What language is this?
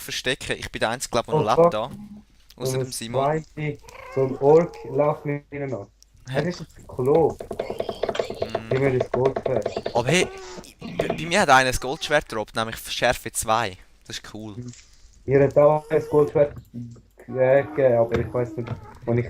Swiss German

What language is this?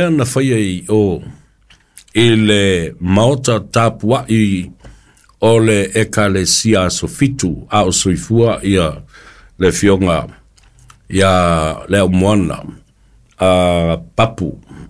Samoan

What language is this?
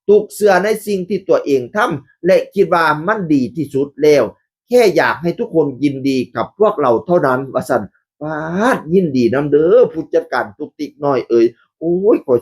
Northeastern Thai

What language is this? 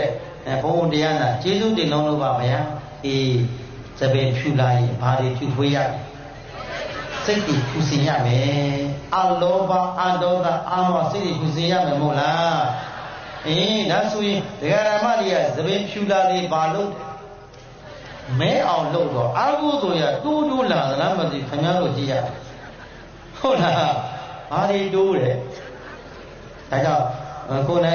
Burmese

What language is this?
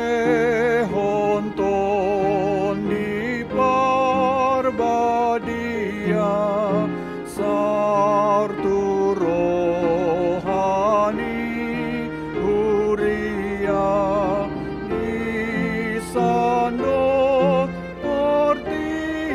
Batak Toba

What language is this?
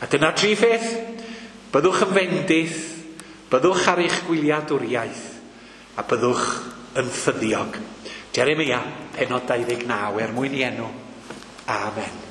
Welsh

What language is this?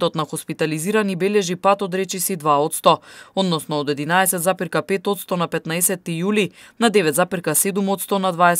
Macedonian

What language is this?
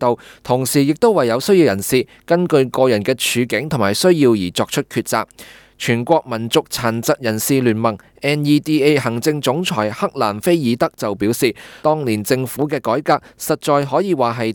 Cantonese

